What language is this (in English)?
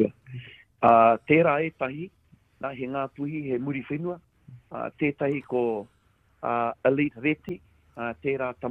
Māori